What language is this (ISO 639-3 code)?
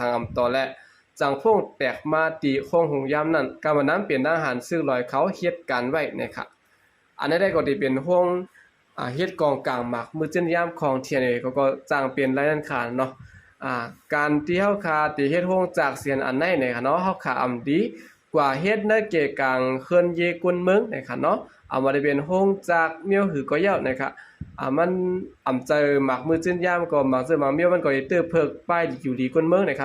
shn